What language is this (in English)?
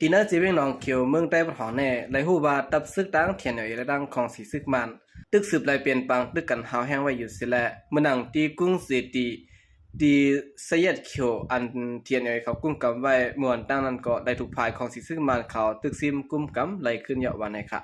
Shan